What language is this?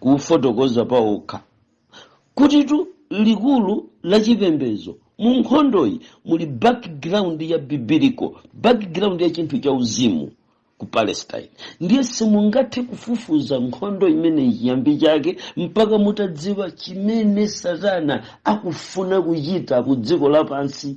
Nyanja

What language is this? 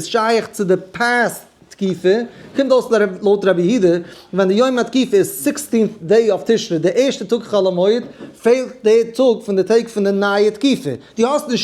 Yiddish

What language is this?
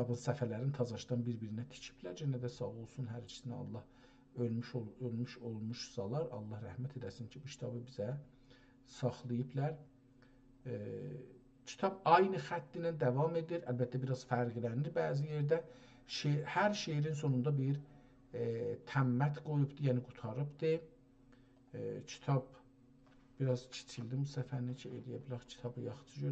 South Azerbaijani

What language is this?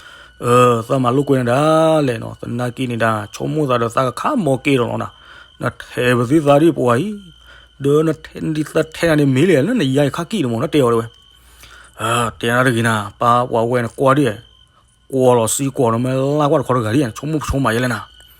S'gaw Karen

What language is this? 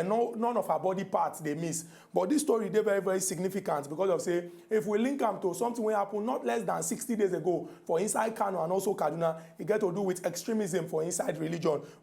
Nigerian Pidgin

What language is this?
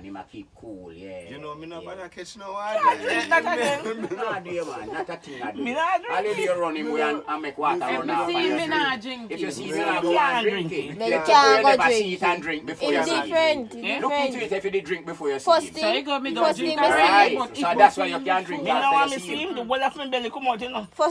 Jamaican Creole English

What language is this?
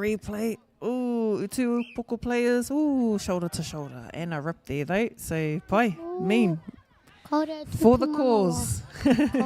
Māori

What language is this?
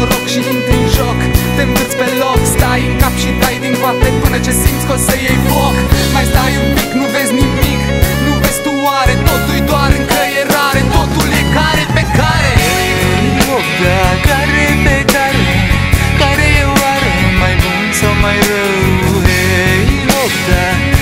Romanian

